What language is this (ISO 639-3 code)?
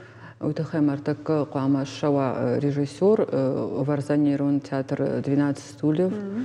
oss